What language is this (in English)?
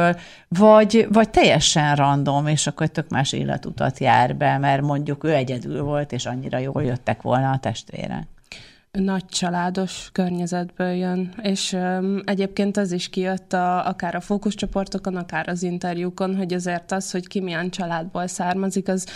Hungarian